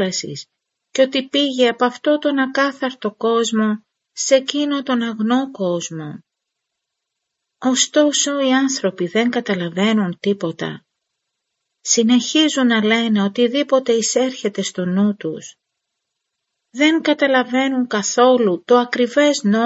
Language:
Greek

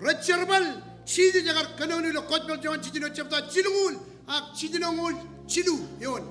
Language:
Marshallese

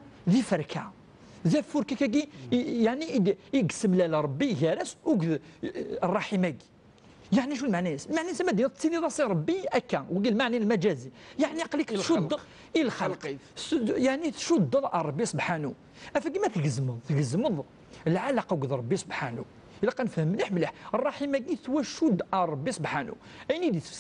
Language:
Kabyle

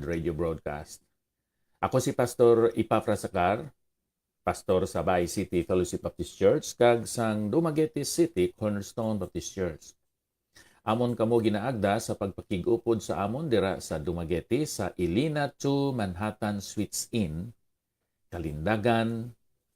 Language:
Hiligaynon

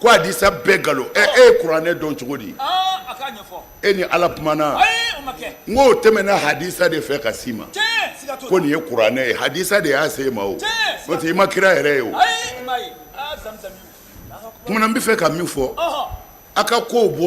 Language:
Bambara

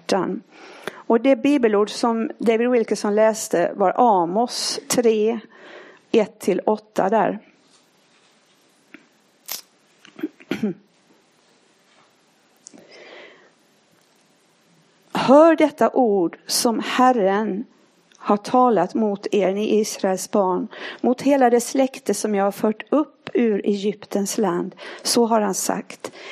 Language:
Swedish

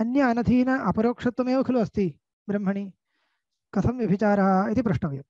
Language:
Sanskrit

